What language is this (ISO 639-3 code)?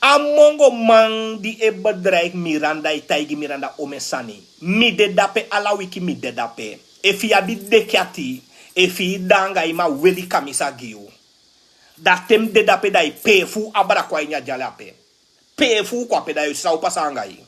srn